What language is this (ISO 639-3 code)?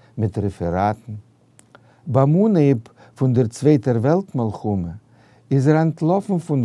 yid